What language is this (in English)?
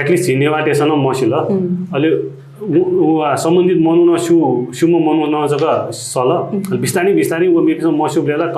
Newari